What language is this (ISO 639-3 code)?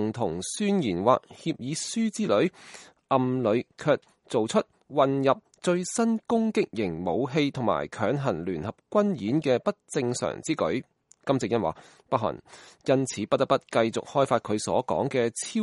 yue